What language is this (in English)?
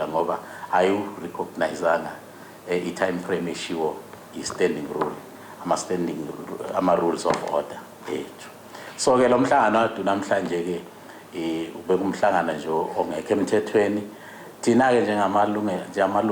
Zulu